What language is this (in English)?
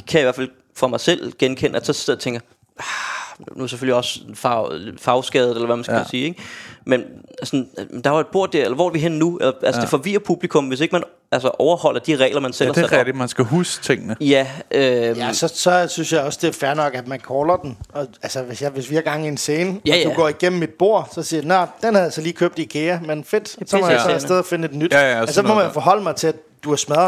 Danish